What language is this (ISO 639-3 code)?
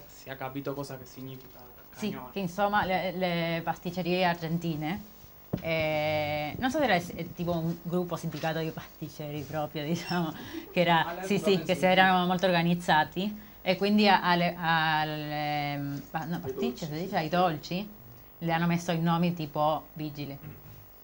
ita